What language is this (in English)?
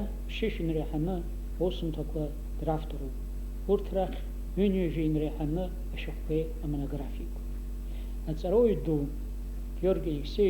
Abkhazian